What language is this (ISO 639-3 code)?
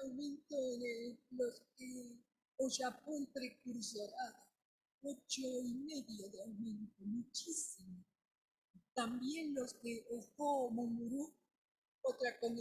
grn